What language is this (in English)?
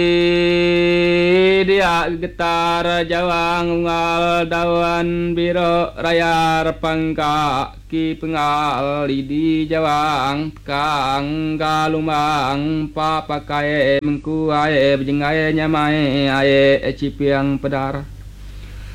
Iban